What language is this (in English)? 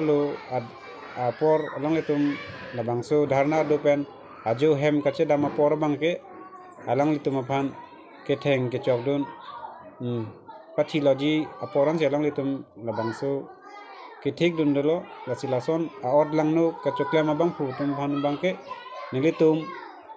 Karbi